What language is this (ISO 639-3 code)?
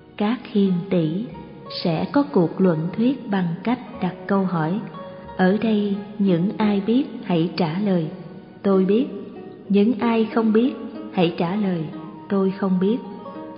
vie